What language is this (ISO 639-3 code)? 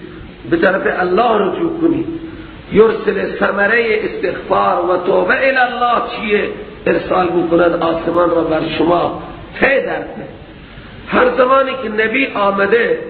fas